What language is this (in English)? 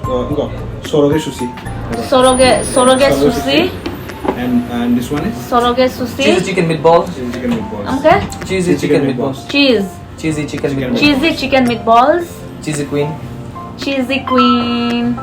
Kok Borok